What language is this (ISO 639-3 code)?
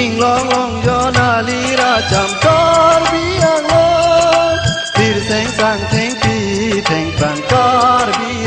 mjw